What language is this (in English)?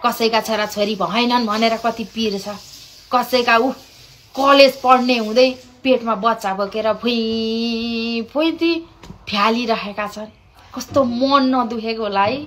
Nepali